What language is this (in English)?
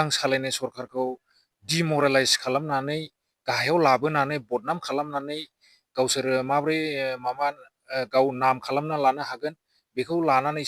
Bodo